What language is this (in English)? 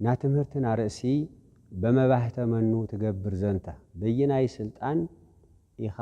Tigrinya